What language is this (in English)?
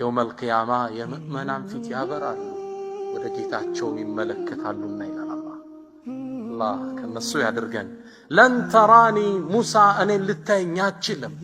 Amharic